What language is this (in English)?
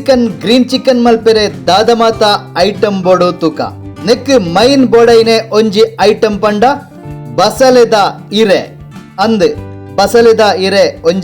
Tulu